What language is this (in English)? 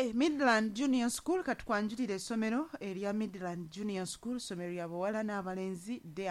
Ganda